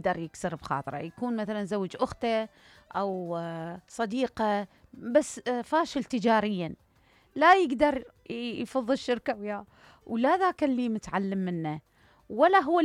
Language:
Mesopotamian Arabic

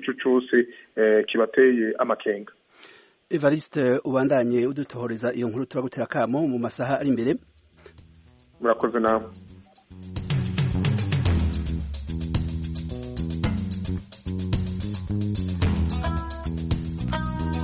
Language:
Kinyarwanda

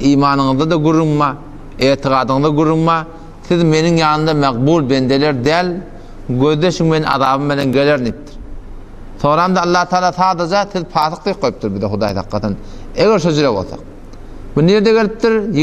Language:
Turkmen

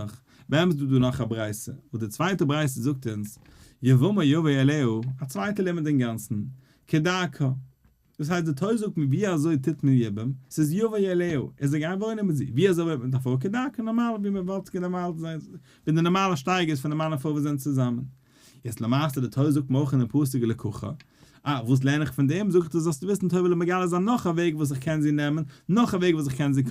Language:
Yiddish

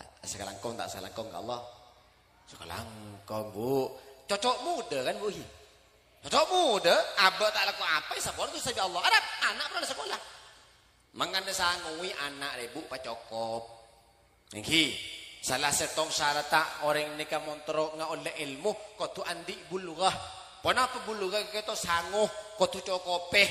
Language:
Madurese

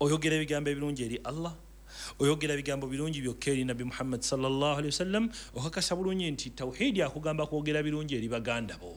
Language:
Ganda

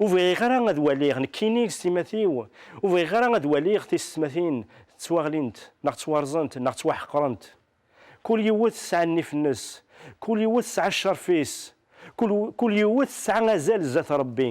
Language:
Kabyle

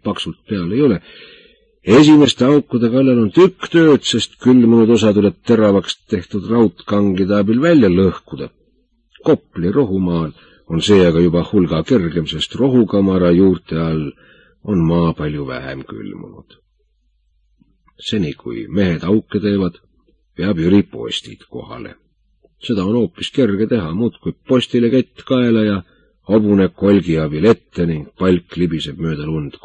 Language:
Estonian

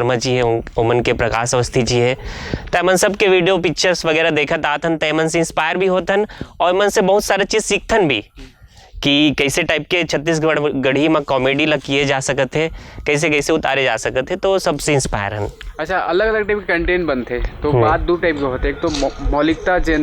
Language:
Chhattisgarhi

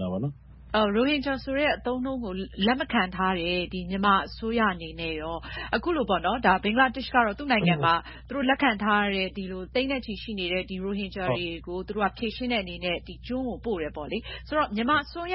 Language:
Burmese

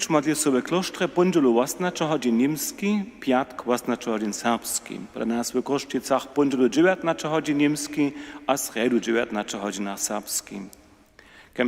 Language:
Upper Sorbian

